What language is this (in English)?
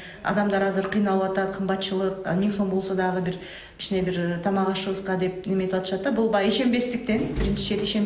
Kyrgyz